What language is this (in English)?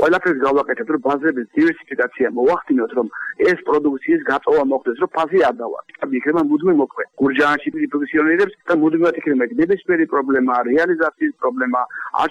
Georgian